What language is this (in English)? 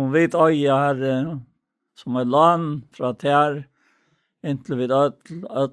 Faroese